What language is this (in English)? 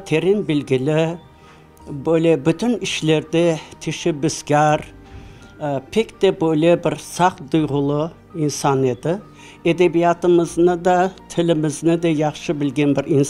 Crimean Tatar